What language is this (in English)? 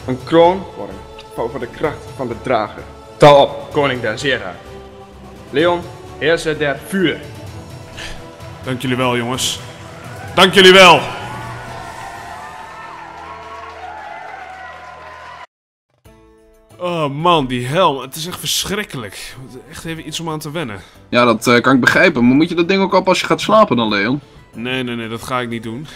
Dutch